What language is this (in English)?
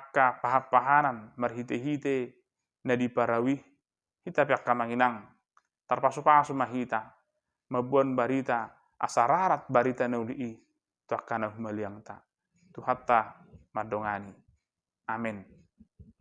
Batak Toba